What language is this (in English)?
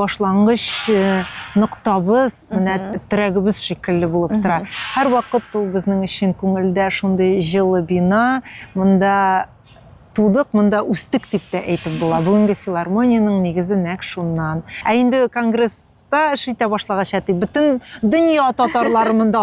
Tatar